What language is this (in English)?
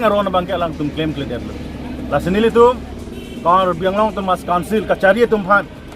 Karbi